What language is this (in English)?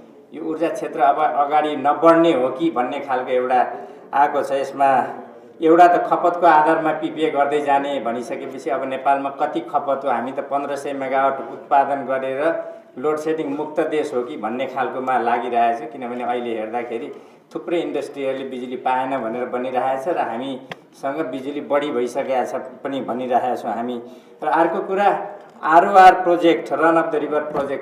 Nepali